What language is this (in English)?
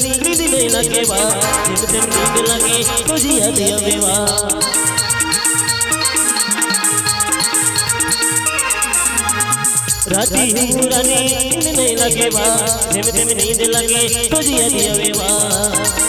Bhojpuri